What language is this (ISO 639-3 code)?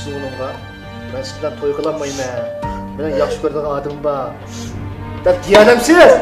uig